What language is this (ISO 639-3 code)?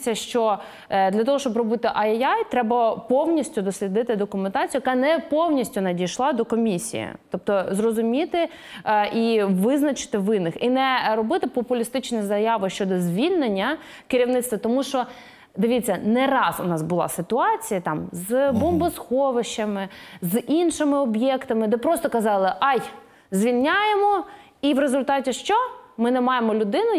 ukr